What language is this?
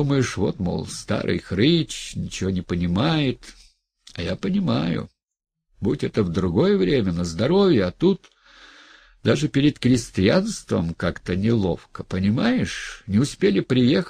Russian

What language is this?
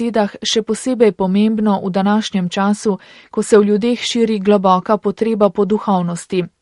Slovenian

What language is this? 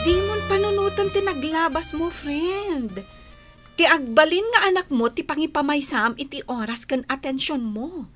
Iloko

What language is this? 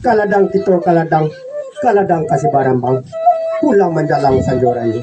Minangkabau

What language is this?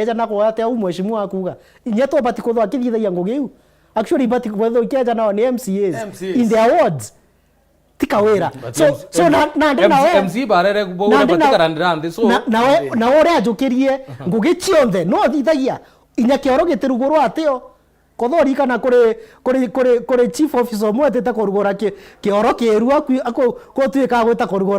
Meru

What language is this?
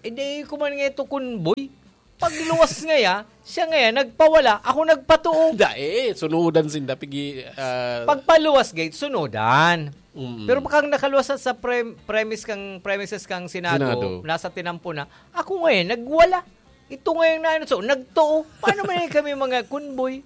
Bikol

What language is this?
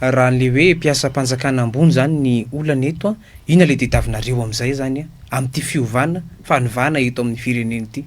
Malagasy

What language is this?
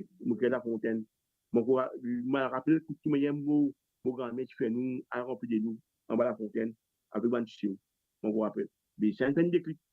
Morisyen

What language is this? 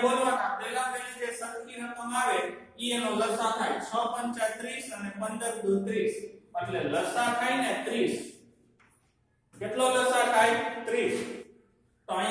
Gujarati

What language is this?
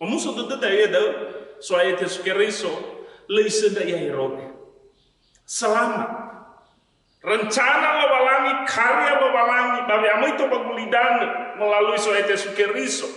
Nias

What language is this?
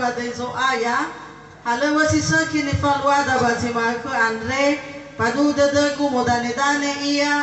Nias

